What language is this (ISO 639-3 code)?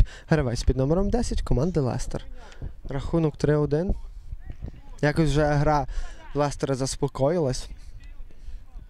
ukr